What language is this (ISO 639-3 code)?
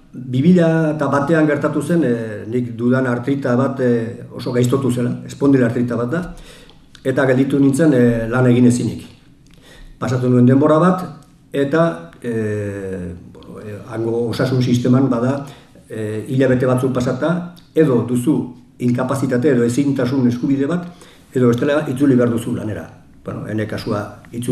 eus